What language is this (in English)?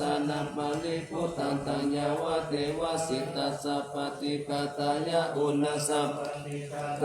Pali